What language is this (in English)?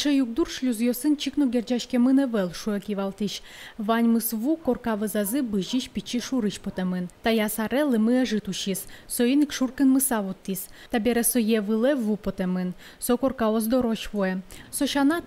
Udmurt